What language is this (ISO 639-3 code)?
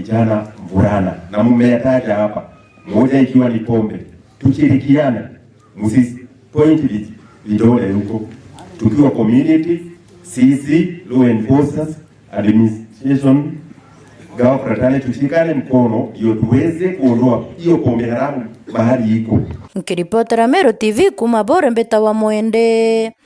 mer